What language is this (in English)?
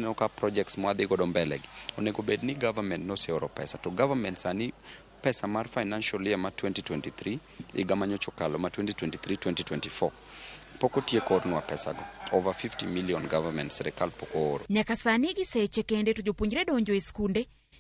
Luo (Kenya and Tanzania)